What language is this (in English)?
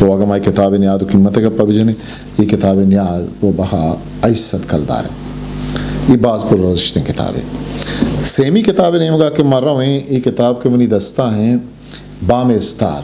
Eastern Balochi